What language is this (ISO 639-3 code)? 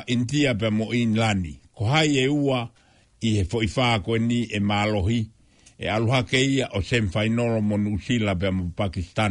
ton